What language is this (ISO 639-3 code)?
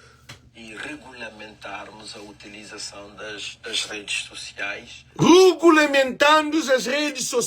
kea